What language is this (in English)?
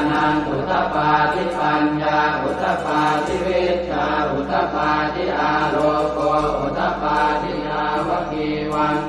Pali